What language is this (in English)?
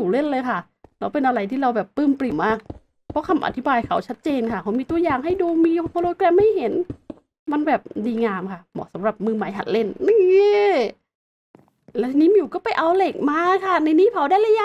Thai